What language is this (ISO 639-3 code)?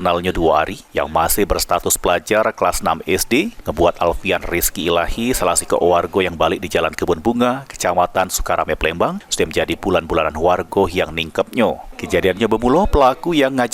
mui